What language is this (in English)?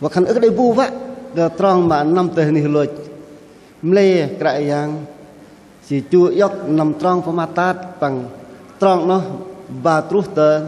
Bahnar